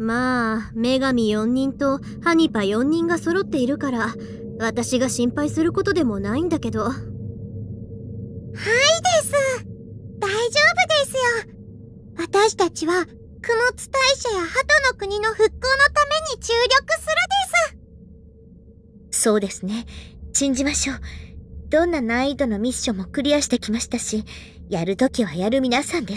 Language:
Japanese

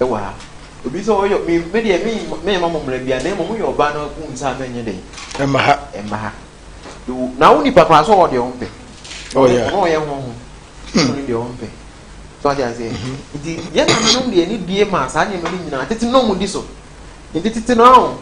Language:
Akan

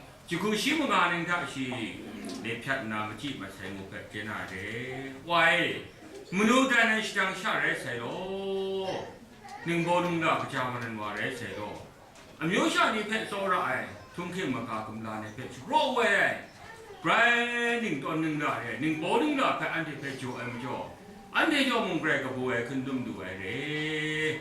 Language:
Kachin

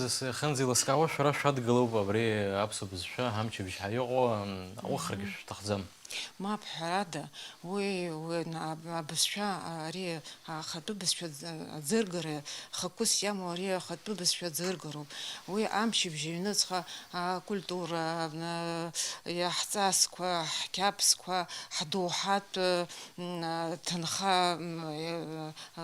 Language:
Abkhazian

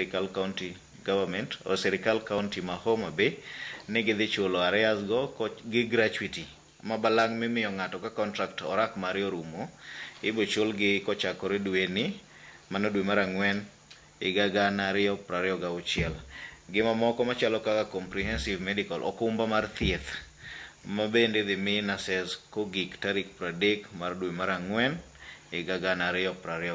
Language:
Luo (Kenya and Tanzania)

